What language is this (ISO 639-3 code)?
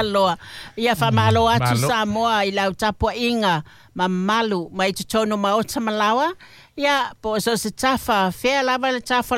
smo